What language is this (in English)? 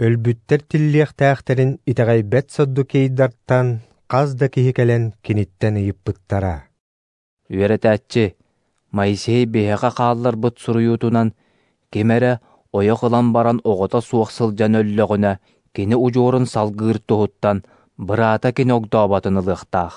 Yakut